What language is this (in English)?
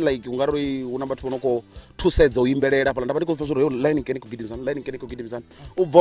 Venda